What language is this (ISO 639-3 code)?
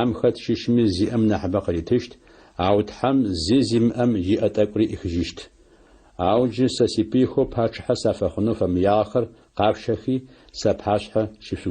ady